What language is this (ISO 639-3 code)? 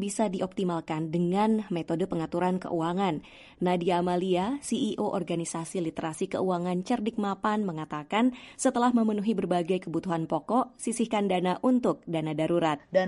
ind